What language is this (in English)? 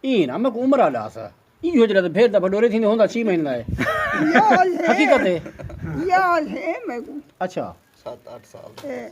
Saraiki